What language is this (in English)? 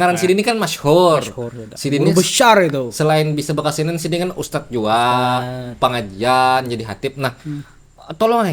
Banjar